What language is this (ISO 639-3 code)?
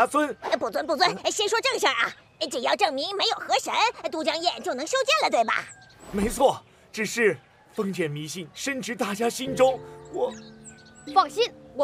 zho